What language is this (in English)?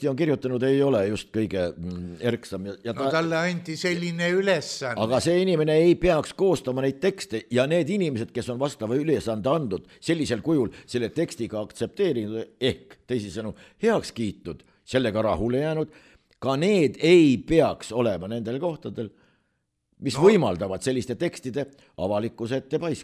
Estonian